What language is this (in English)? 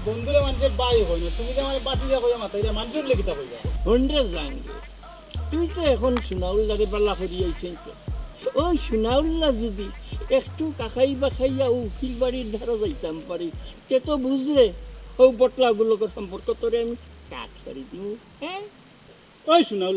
Sylheti